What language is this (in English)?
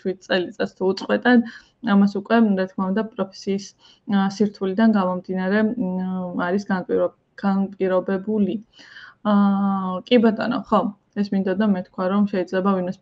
Georgian